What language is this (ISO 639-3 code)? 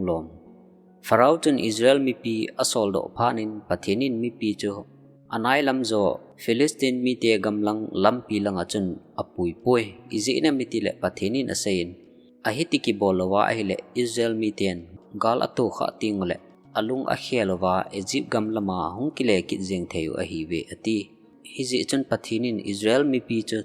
tcz